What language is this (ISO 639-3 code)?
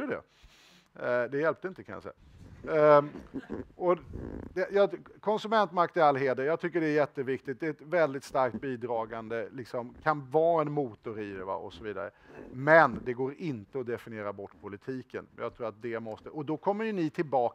swe